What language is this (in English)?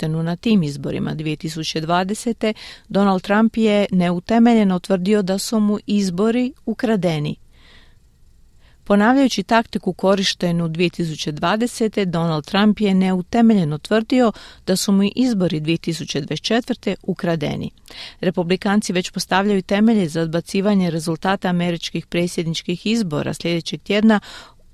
Croatian